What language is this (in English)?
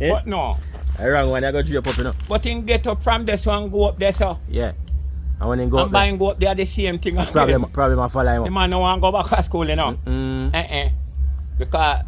Jamaican Creole English